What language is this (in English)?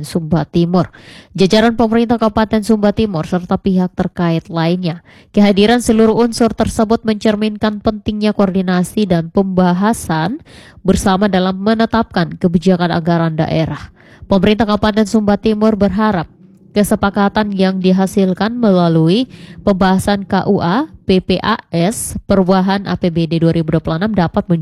Indonesian